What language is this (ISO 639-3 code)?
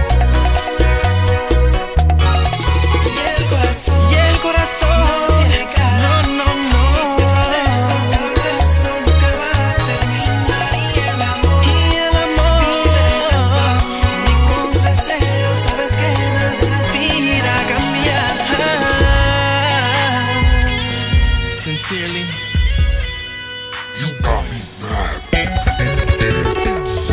spa